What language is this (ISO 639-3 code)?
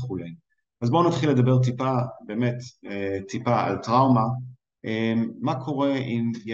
heb